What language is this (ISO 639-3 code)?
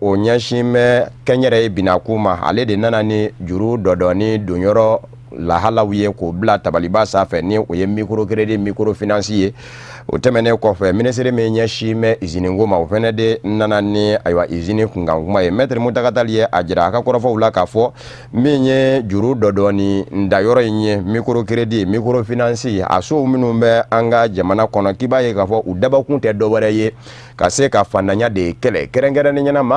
bam